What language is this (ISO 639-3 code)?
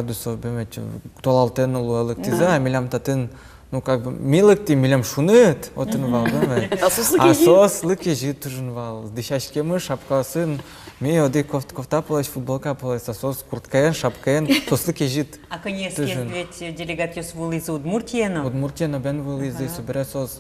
udm